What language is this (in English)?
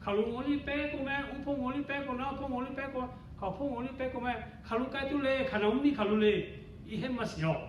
Lahu